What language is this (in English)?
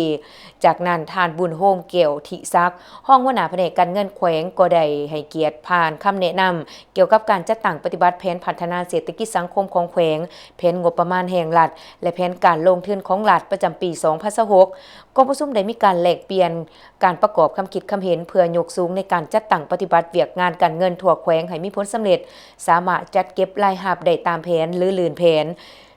Lao